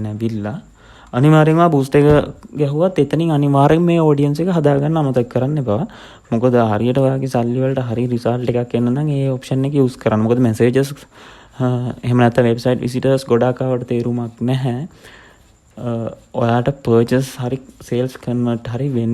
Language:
Sinhala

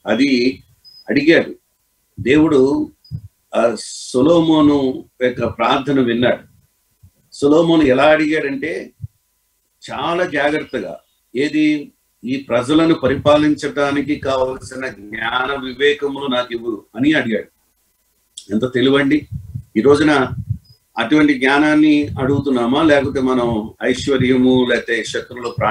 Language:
Telugu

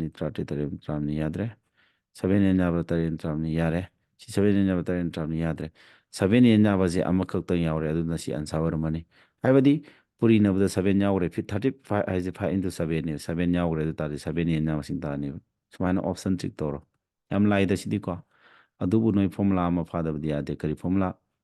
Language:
Manipuri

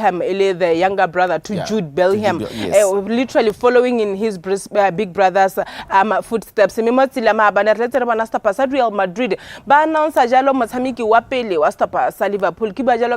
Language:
Tswana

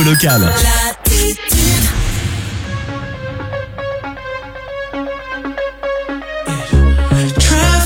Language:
French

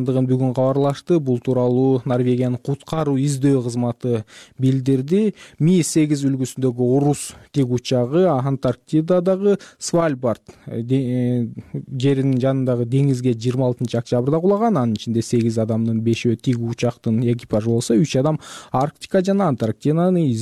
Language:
Kyrgyz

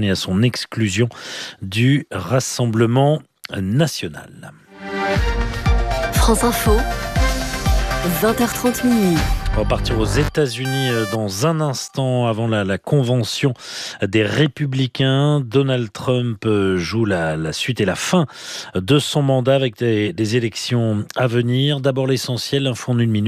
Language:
French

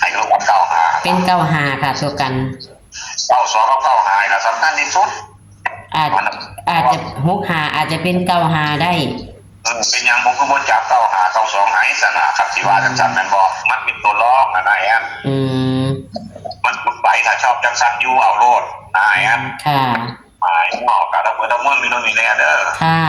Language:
Northeastern Thai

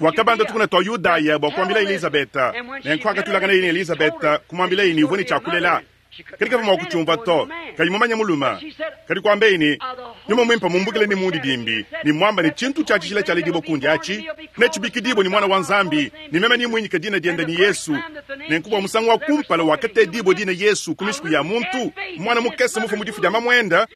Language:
Luba-Lulua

